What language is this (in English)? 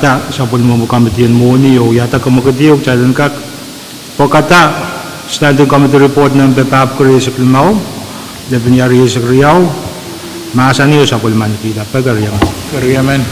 Pohnpeian